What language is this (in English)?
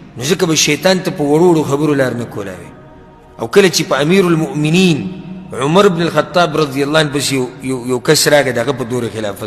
Pashto